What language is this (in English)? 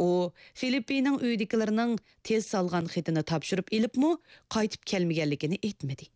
Uyghur